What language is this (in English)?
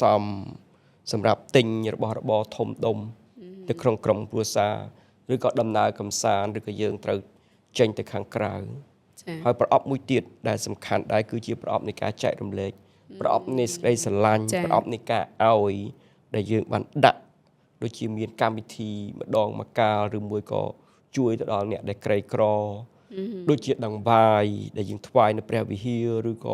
Khmer